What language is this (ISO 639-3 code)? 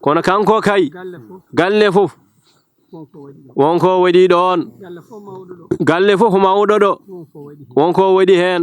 ful